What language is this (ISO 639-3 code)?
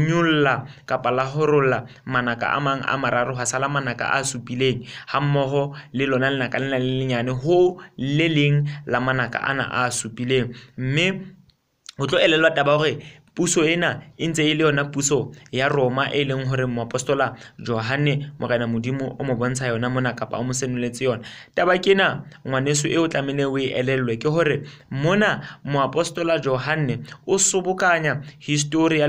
sot